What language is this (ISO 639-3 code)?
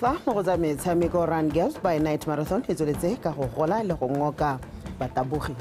tsn